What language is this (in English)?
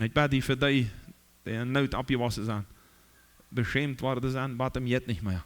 Plautdietsch